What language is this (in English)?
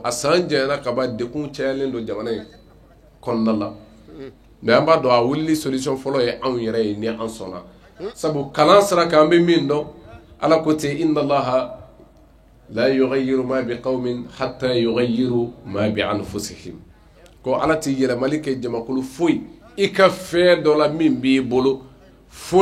Bambara